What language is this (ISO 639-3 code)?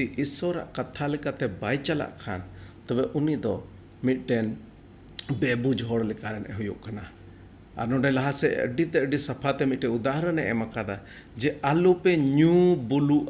sat